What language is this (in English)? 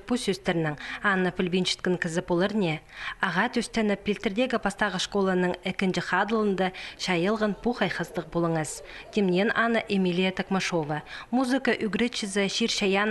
Khakas